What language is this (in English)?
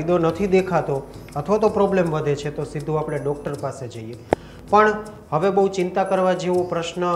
Gujarati